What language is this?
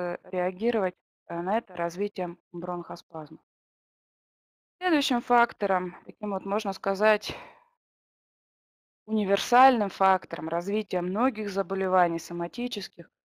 Russian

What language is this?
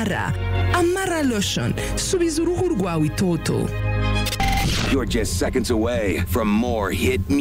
Kinyarwanda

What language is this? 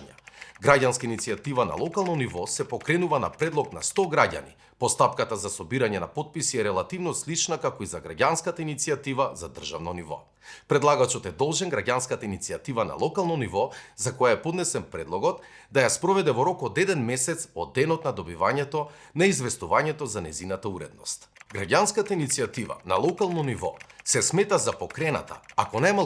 Macedonian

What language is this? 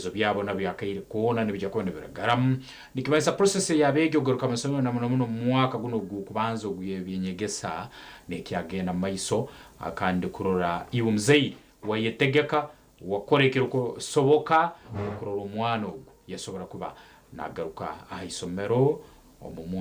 Nyankole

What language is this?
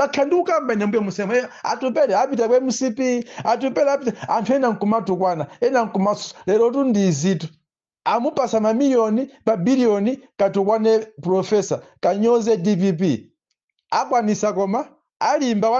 Nyanja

